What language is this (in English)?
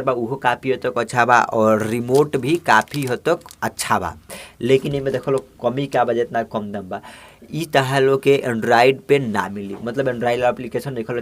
Bhojpuri